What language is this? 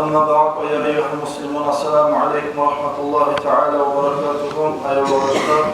Kumyk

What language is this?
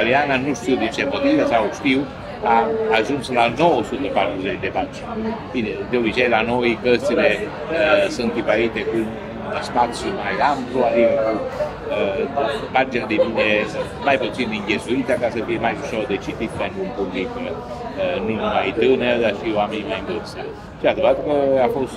Romanian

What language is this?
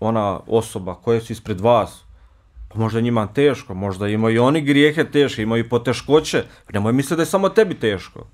Bosnian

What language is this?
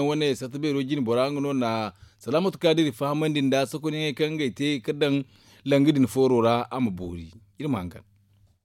Zarma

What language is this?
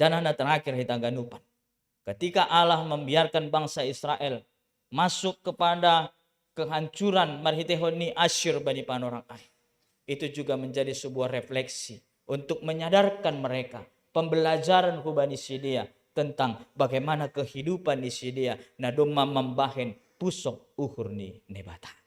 Batak Simalungun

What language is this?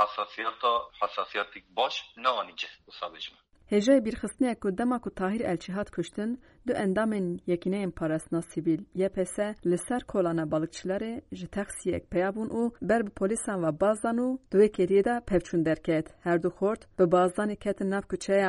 Kurdish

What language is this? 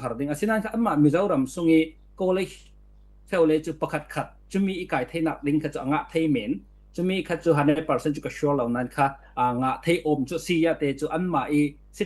Falam Chin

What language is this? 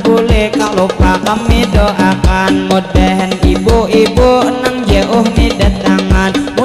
Banjar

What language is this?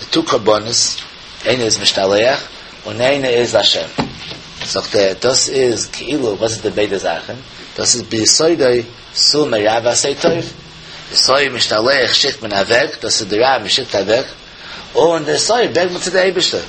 Yiddish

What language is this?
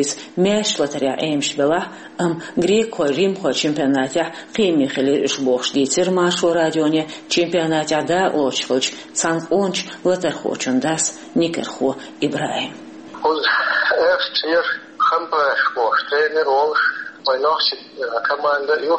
Chechen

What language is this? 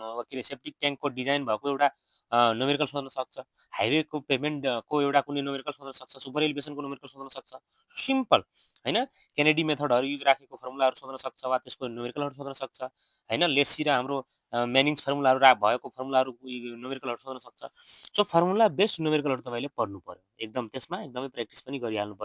Nepali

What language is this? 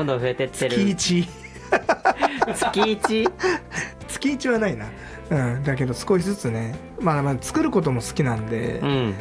Japanese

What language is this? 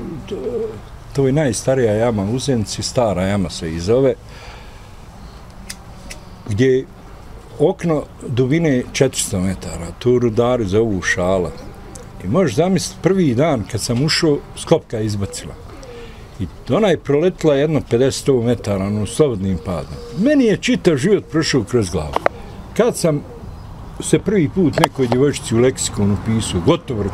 Bosnian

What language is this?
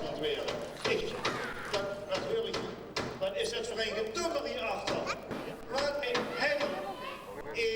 Limburgish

